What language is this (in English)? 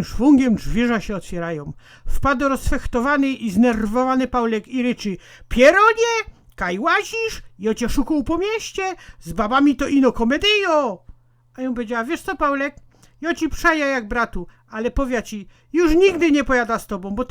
Silesian